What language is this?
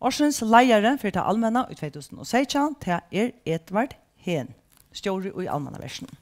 Faroese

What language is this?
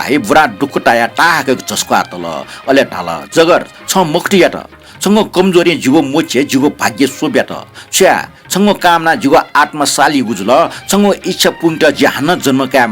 Newari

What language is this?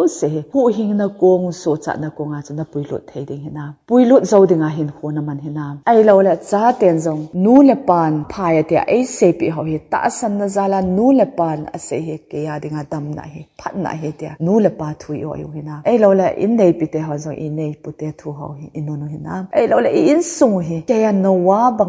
Thado Chin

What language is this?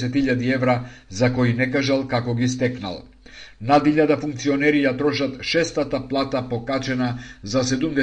Macedonian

